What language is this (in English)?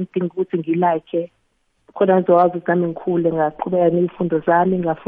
South Ndebele